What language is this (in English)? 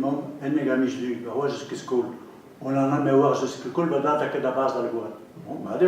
Breton